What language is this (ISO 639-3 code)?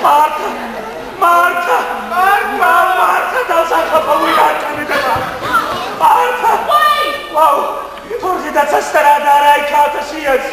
oss